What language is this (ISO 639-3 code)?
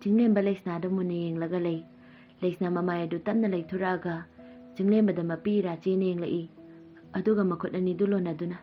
mni